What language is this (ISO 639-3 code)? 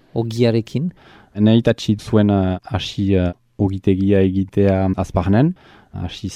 eus